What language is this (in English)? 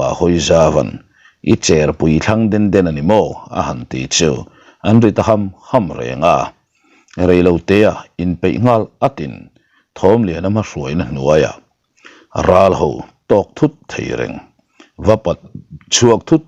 Mizo